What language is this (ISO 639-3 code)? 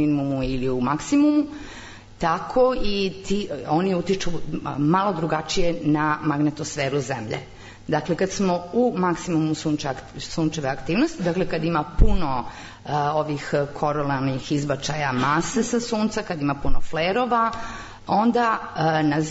srp